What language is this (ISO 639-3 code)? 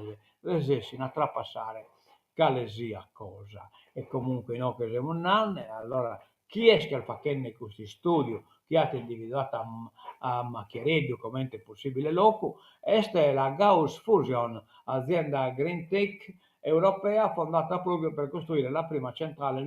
srd